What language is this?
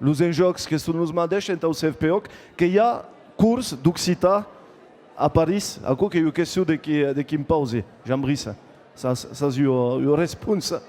Occitan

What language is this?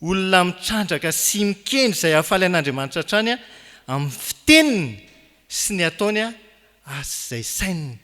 Malagasy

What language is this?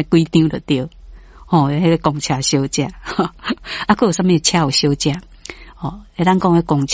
Min Nan Chinese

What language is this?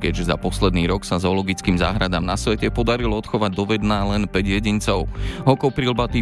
Slovak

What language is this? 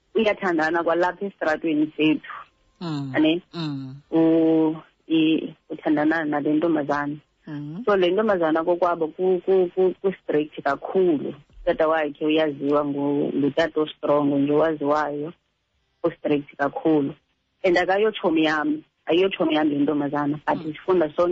Xhosa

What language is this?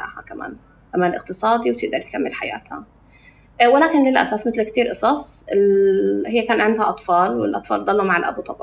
North Levantine Arabic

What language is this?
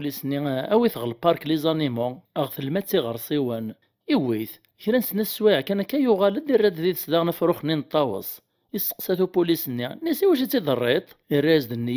Kabyle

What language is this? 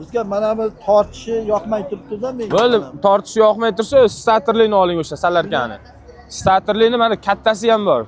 Uzbek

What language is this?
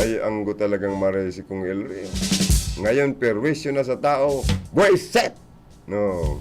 Bikol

